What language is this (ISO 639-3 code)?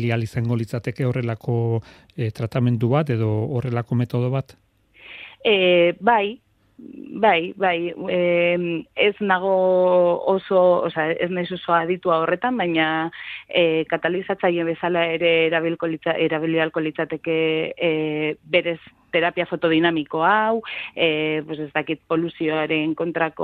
eus